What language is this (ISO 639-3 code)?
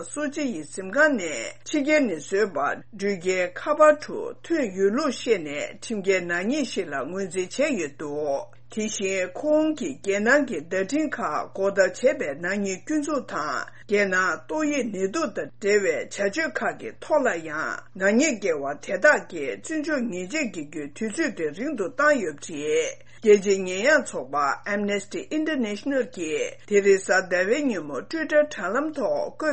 bod